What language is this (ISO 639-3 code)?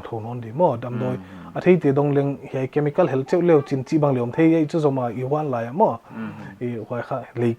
pck